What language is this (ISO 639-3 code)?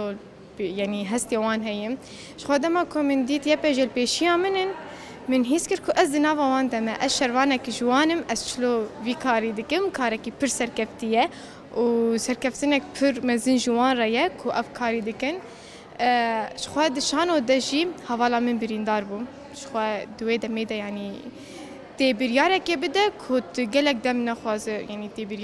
kur